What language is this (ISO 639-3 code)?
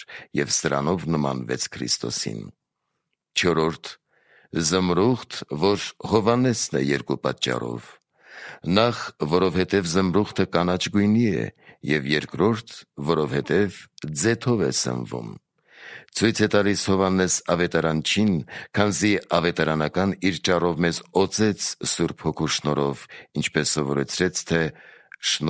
hye